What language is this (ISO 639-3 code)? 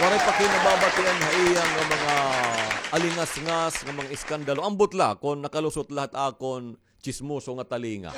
war